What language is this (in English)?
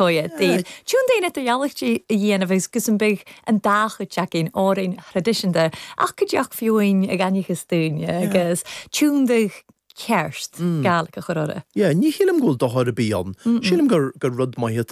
Irish